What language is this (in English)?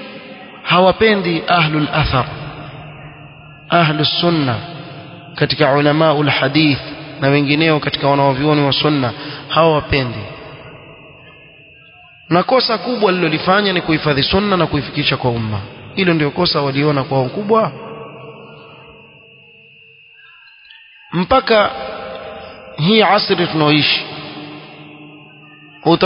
Swahili